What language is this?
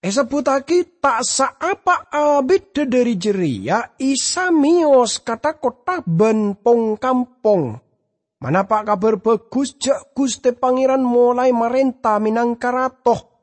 Madurese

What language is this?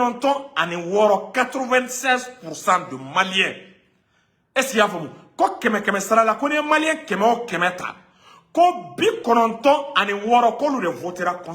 Bambara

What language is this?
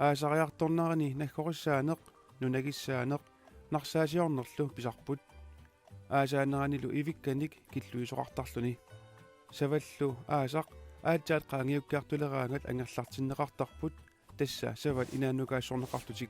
Kalaallisut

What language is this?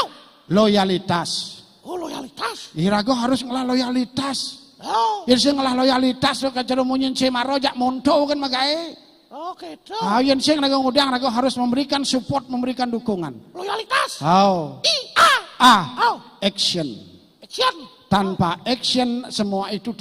Balinese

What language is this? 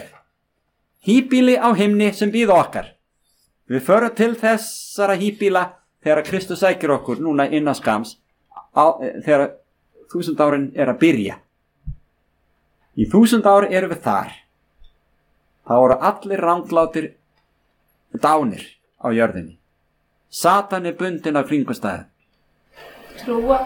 Icelandic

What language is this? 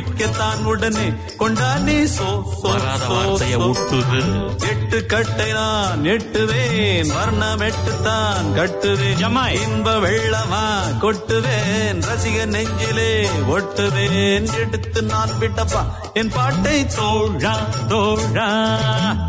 Tamil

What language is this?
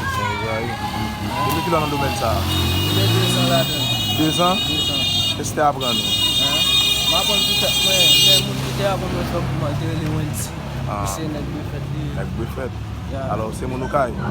Haitian Creole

